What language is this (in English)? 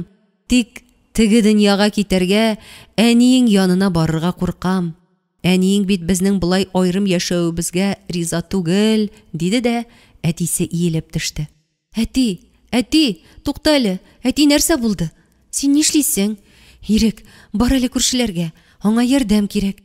Tatar